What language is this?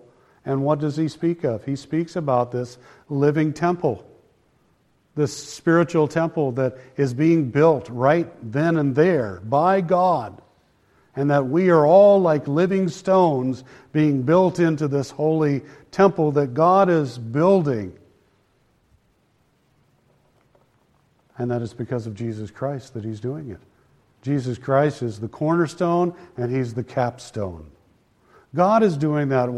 English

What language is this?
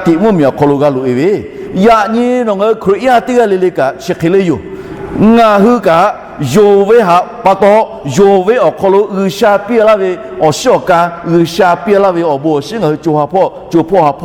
Lahu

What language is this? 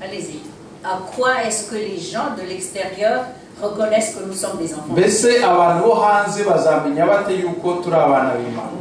Kinyarwanda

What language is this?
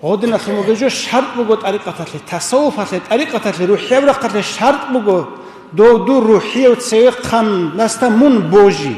Avaric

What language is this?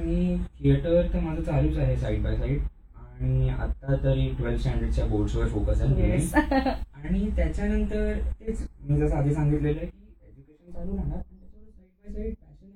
Marathi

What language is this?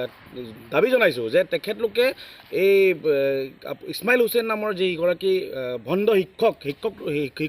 Assamese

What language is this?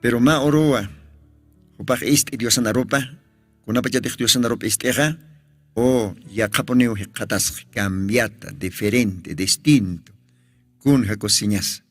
Aymara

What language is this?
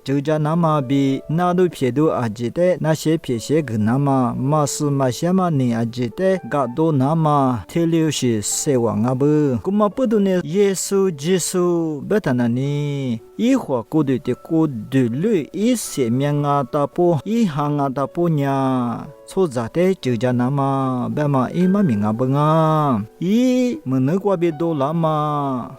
Lisu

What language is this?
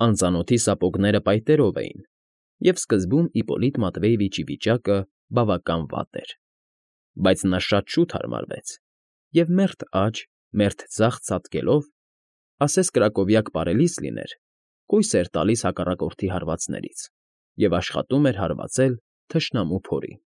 Armenian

